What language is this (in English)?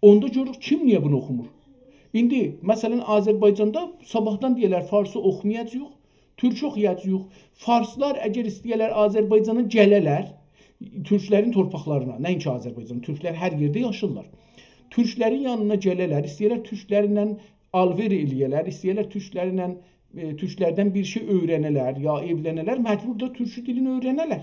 South Azerbaijani